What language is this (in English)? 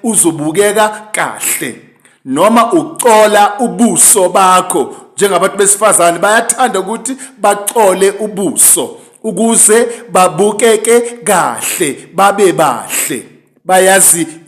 Zulu